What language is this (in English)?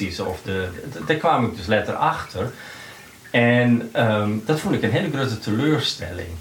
Western Frisian